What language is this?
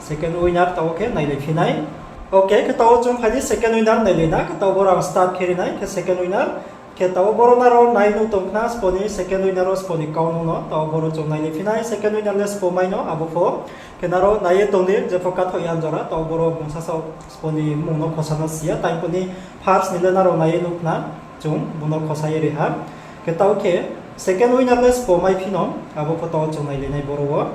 Riang (India)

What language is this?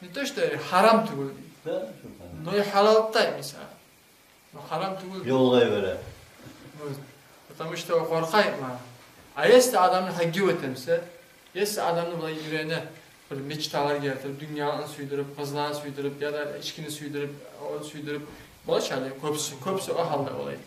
Kumyk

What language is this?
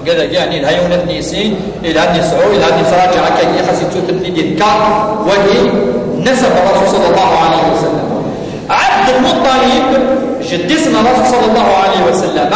Kabyle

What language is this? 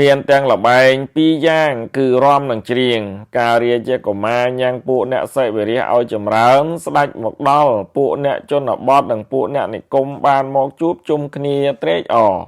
Khmer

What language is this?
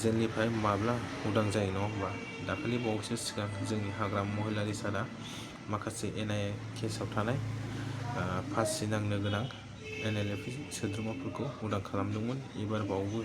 Bodo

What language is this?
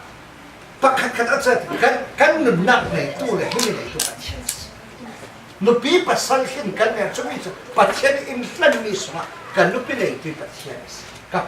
Falam Chin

